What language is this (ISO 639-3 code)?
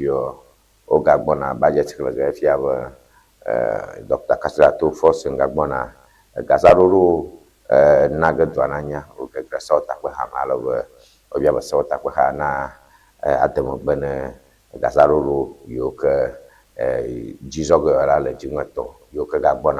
ewe